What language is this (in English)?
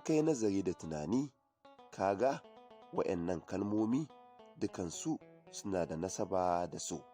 Hausa